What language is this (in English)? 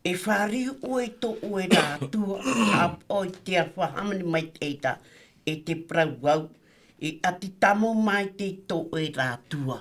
Tahitian